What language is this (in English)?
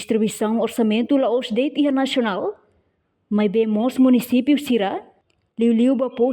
Tetum